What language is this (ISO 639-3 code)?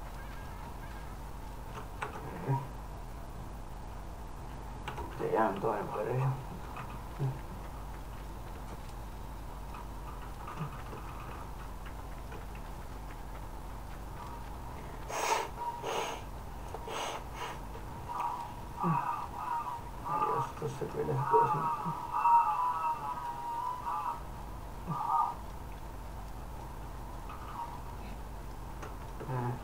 fin